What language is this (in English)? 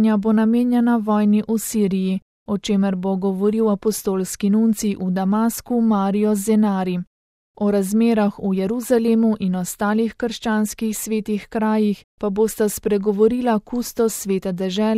Slovenian